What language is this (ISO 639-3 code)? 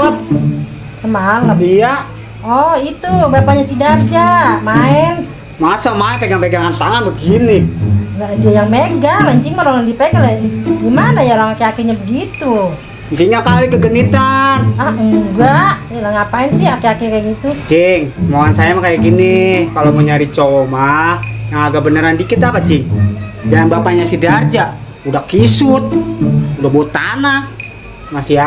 bew